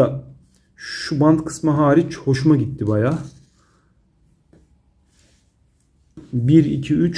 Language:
Turkish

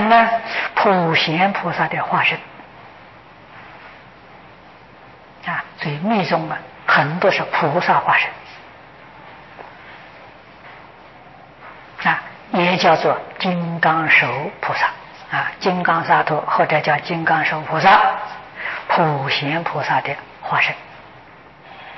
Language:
Chinese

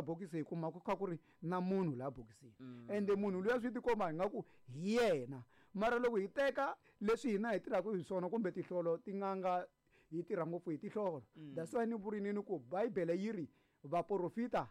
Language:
Tsonga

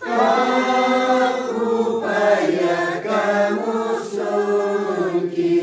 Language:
Quechua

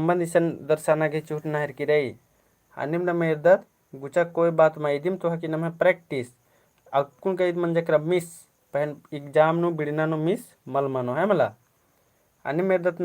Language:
Kurukh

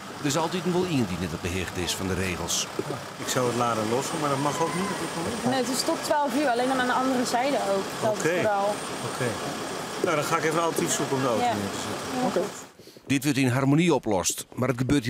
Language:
Western Frisian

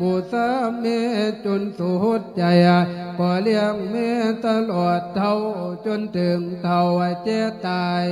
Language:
Lao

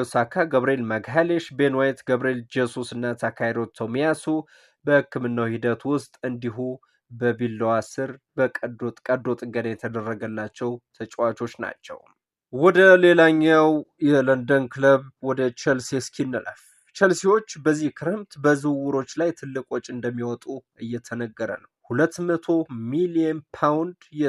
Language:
Amharic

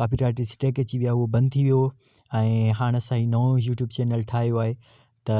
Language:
Sindhi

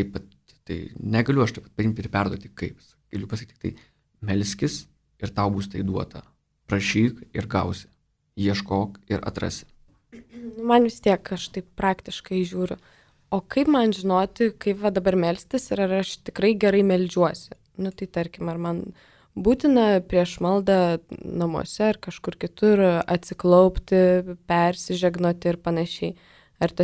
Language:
Lithuanian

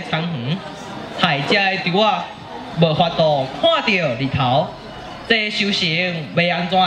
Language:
Min Nan Chinese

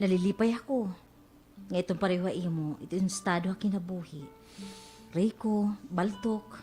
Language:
Waray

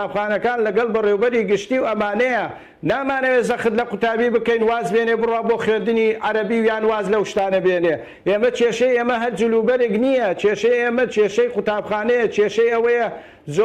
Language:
Central Kurdish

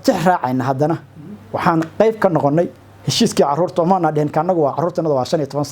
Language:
Somali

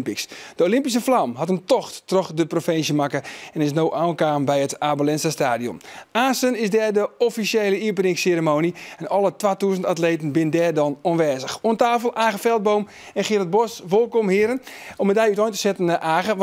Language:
Western Frisian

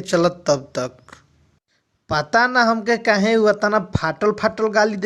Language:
Bhojpuri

